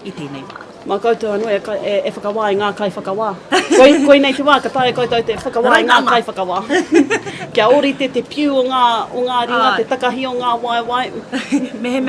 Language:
Māori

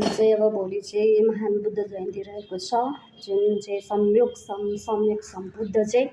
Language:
Nepali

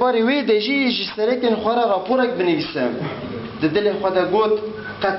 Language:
Kurdish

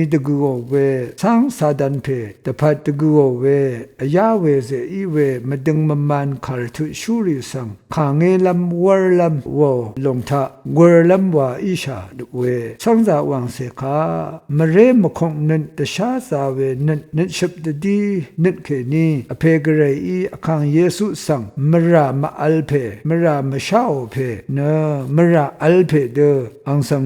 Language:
Rawang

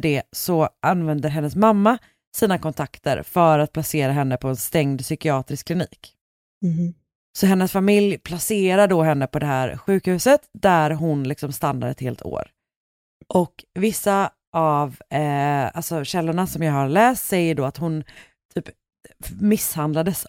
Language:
Swedish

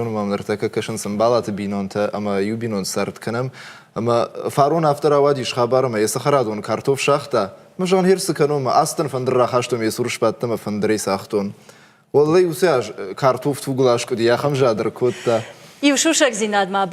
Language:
Ossetic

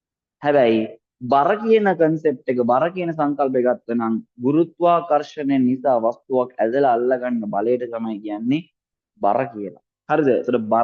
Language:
Sinhala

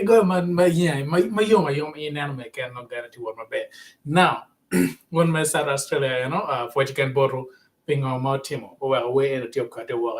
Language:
Acoli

